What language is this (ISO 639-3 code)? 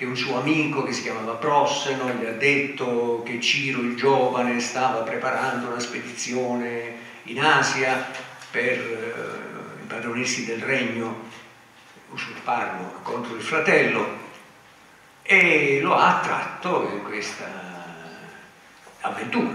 ita